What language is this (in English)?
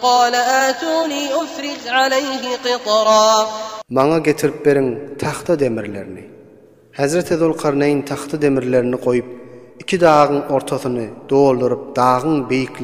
Turkmen